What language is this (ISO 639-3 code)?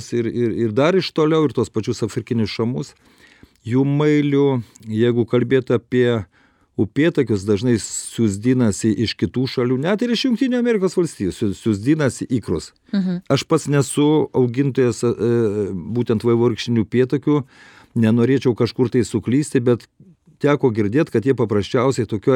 lit